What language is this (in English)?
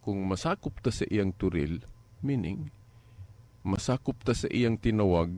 Cebuano